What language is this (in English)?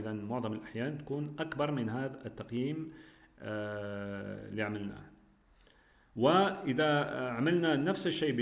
Arabic